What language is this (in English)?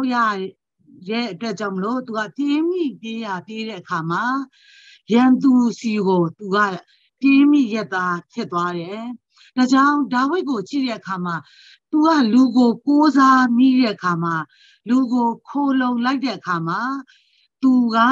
Burmese